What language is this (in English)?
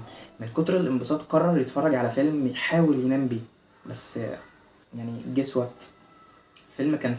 Egyptian Arabic